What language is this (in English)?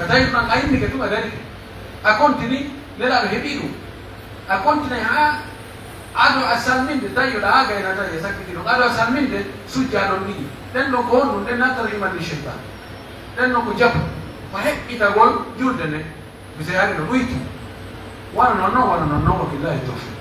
Pular